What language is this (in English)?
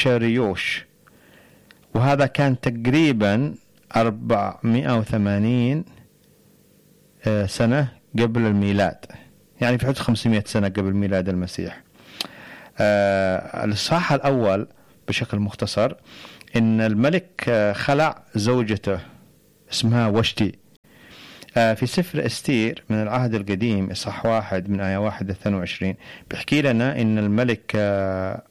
Egyptian Arabic